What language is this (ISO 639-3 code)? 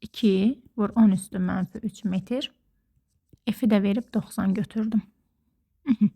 aze